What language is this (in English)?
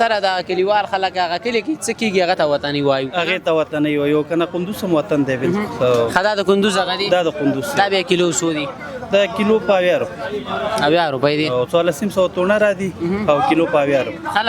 Pashto